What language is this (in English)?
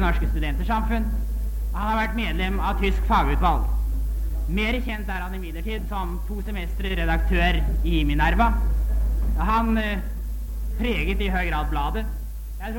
Norwegian